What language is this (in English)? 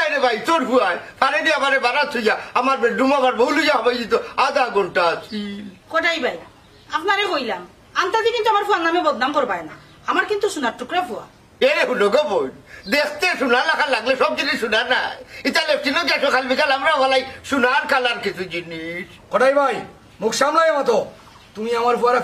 Sylheti